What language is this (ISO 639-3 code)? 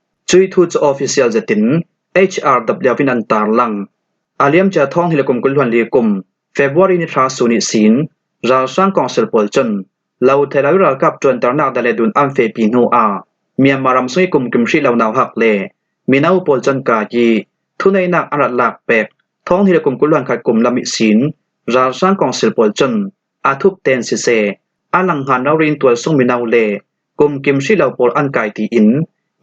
cfm